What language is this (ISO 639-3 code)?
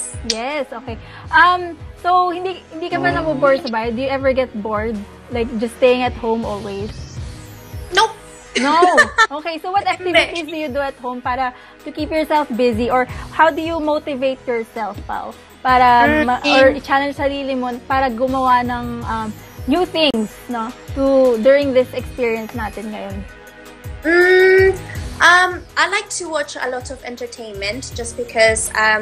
fil